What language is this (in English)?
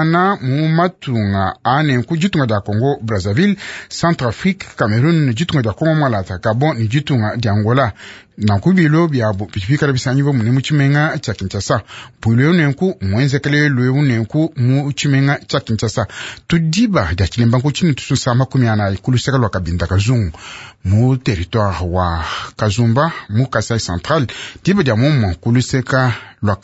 Luba-Lulua